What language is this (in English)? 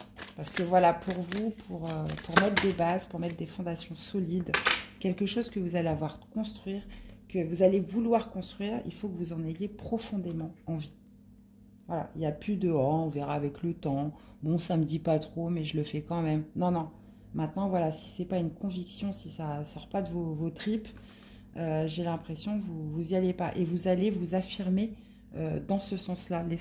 French